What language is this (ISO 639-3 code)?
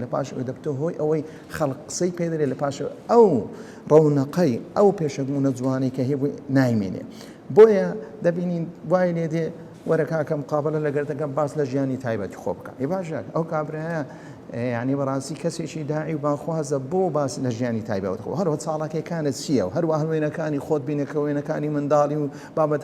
ckb